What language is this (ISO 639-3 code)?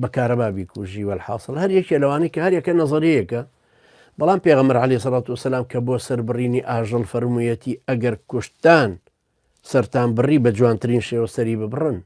ckb